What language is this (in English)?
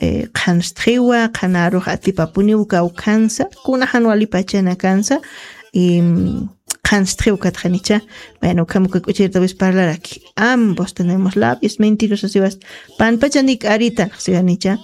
Aymara